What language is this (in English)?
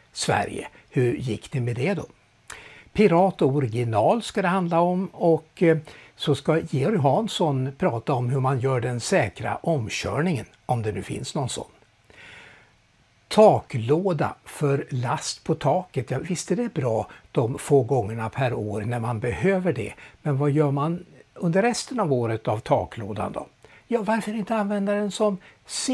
Swedish